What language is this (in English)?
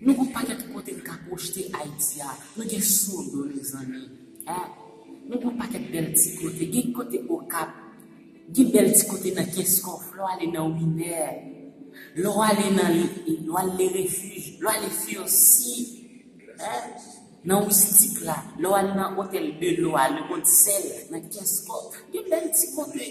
Haitian Creole